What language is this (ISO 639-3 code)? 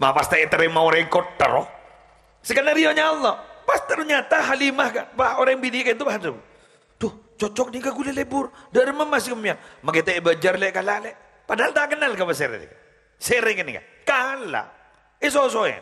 mad